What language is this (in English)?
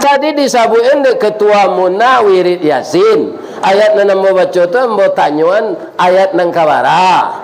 Minangkabau